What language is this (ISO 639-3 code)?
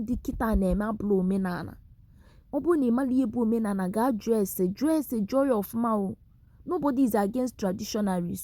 ibo